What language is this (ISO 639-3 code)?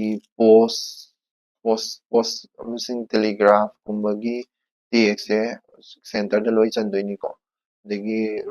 mni